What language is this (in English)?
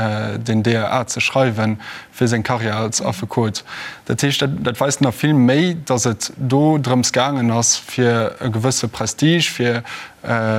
Luxembourgish